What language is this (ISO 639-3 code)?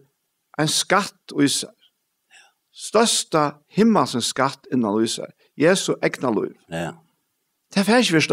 fao